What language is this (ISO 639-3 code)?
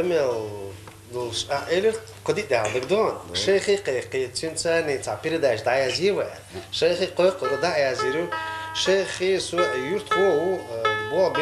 che